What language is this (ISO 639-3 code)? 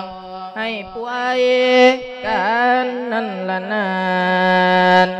lao